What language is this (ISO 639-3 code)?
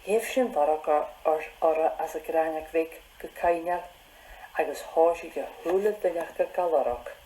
gla